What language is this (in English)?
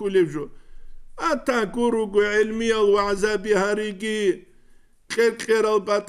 Avaric